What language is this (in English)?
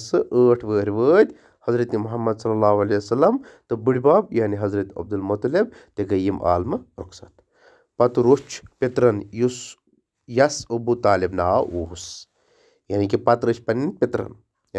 Kashmiri